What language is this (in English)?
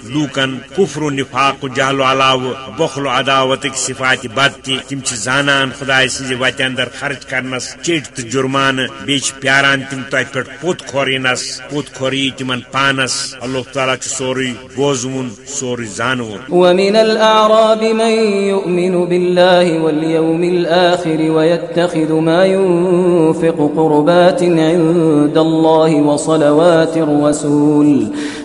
Kashmiri